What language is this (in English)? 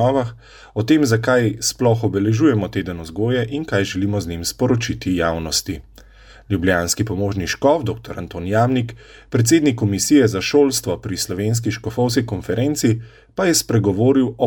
Slovenian